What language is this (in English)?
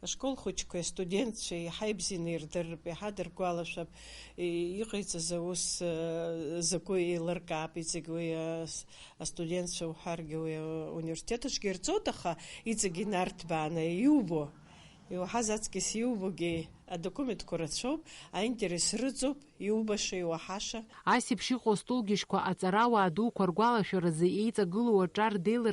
Abkhazian